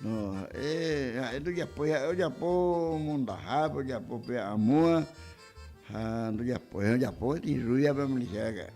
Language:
Guarani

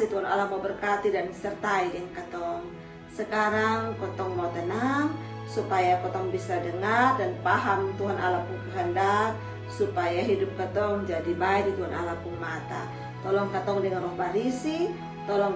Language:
Kupang Malay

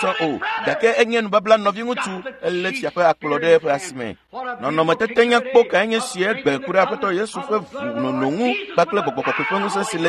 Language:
Ewe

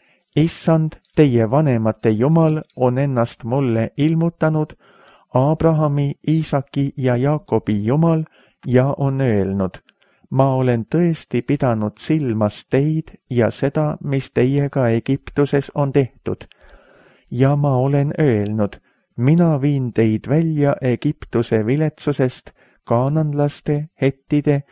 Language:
Estonian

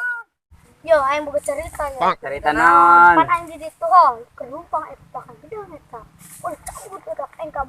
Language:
Sundanese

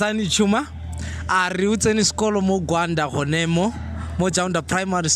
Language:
Tswana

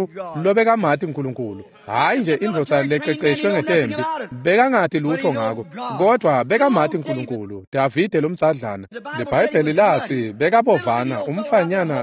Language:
Swati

